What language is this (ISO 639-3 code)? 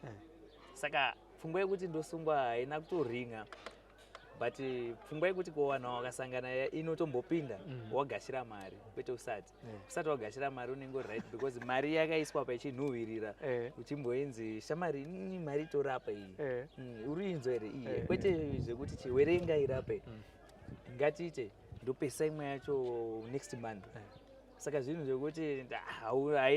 sna